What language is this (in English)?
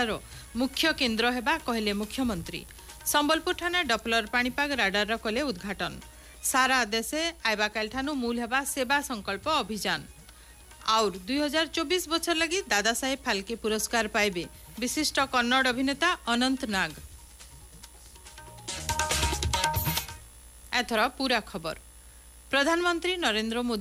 Odia